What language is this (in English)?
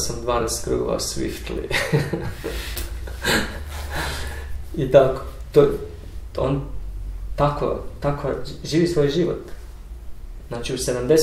Croatian